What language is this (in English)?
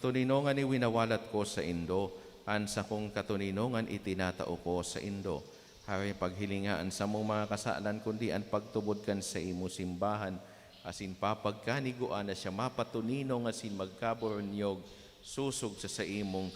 Bikol